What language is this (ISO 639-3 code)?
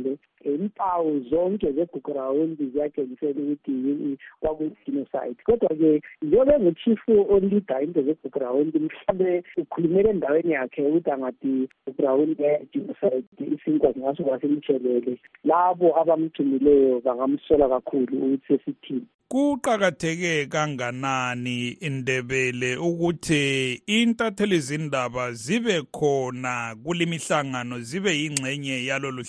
nde